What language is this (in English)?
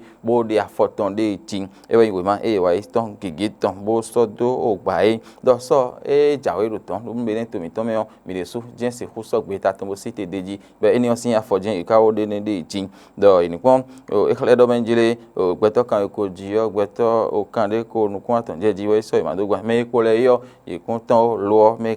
Fon